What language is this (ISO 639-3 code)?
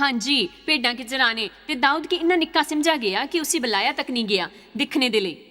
doi